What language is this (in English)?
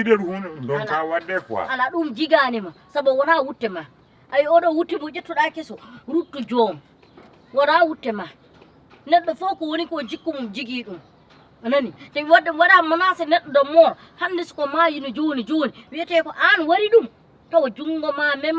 Fula